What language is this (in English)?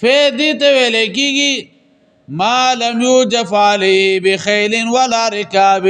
Pashto